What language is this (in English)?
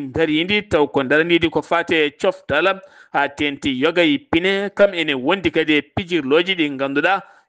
Fula